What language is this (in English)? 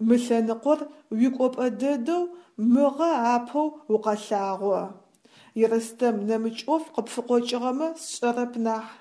Adyghe